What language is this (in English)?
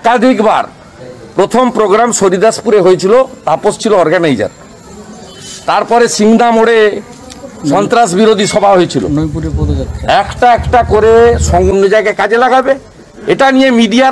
Bangla